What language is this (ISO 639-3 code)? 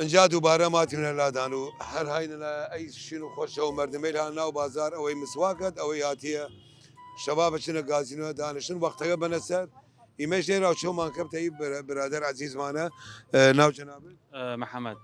sdh